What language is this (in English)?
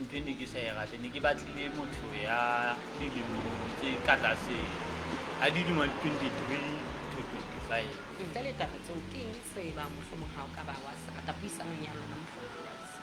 Southern Sotho